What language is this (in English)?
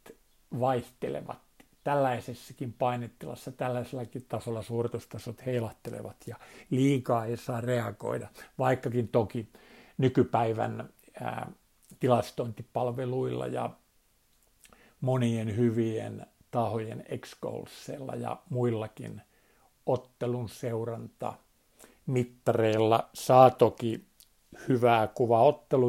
Finnish